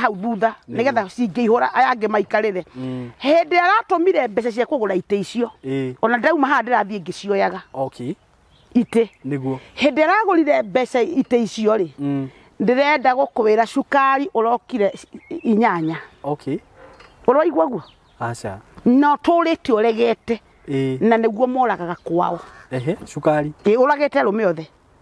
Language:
Kikuyu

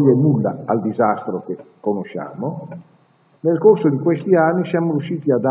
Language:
Italian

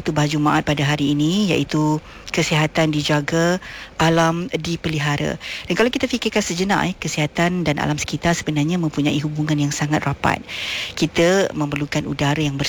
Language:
Malay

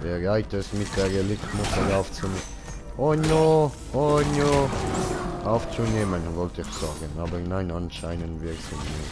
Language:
Swiss German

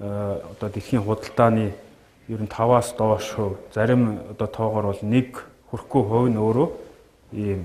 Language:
Mongolian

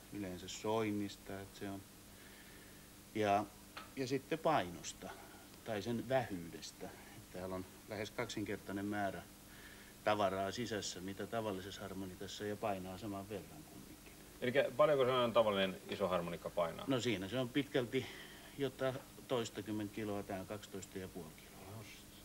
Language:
Finnish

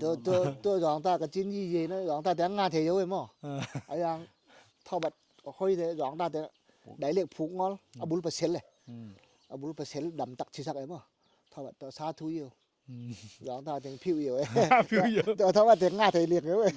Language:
Tedim Chin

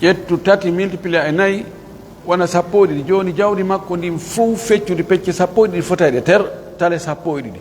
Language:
Pular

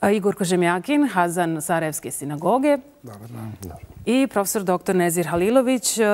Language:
Bosnian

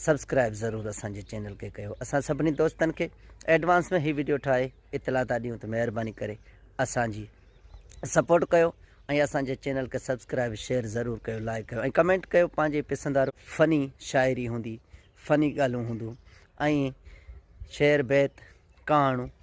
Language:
Sindhi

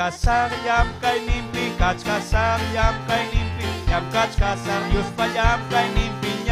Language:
Ayacucho Quechua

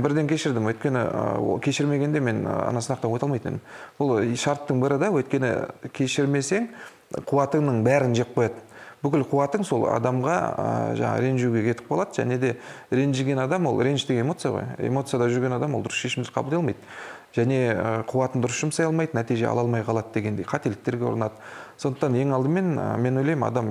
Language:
Kazakh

